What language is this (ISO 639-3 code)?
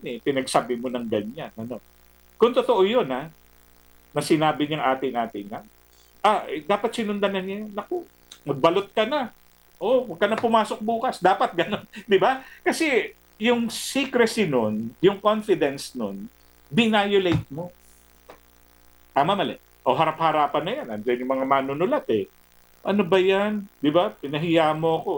fil